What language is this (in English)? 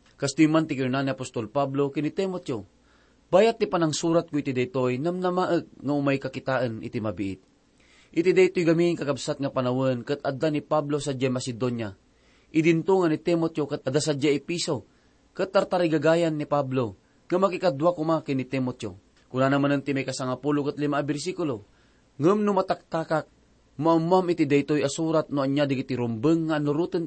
Iloko